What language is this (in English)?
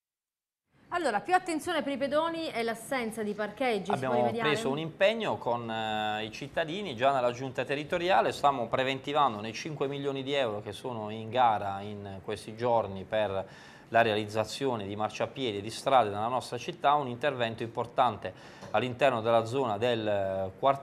Italian